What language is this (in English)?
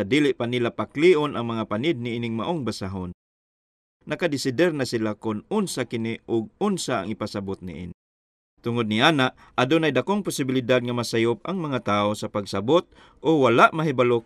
Cebuano